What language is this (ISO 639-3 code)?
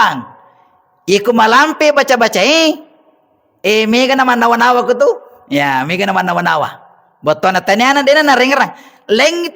bug